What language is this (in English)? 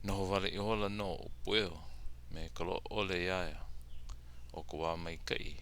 Hawaiian